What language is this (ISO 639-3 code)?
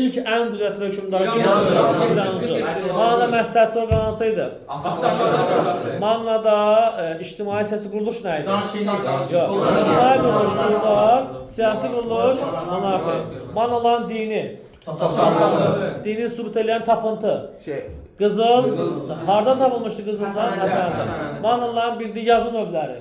aze